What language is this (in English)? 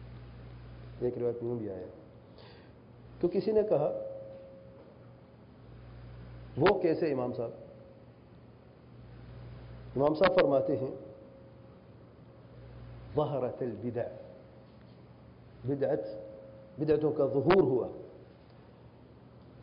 Urdu